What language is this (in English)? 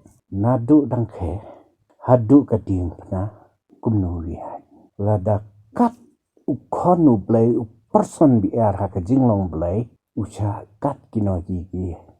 Khasi